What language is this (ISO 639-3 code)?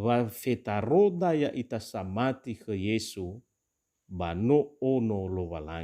nia